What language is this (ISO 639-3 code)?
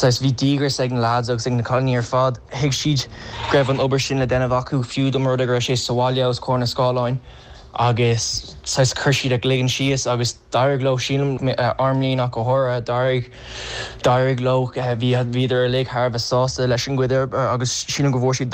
gle